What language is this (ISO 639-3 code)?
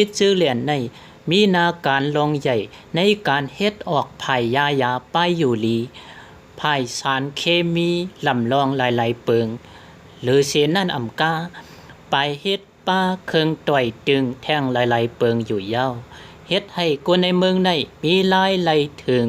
shn